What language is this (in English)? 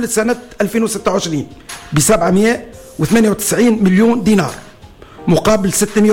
Tunisian Arabic